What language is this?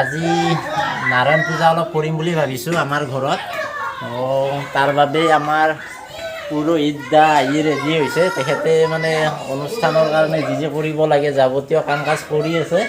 Assamese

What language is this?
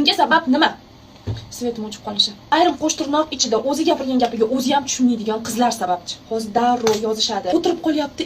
Uzbek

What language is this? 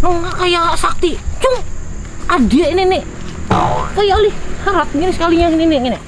Banjar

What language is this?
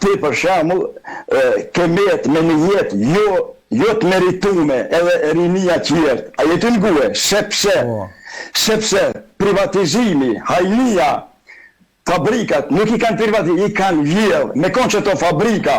Albanian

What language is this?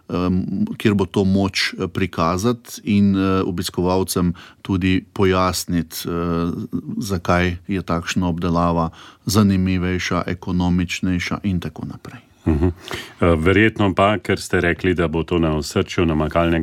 Slovenian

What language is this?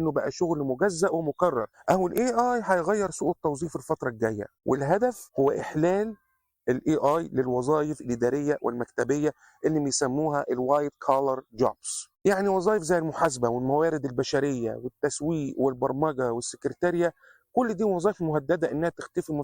Egyptian Arabic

